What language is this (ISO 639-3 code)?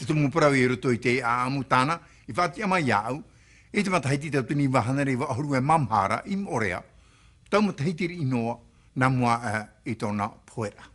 tah